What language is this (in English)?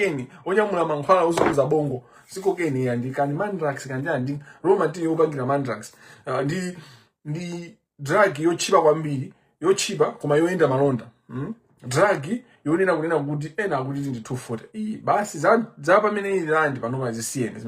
Nyanja